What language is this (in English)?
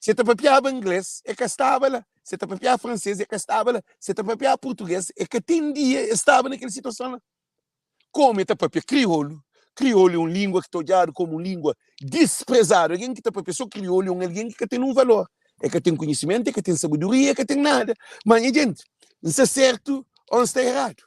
Kabuverdianu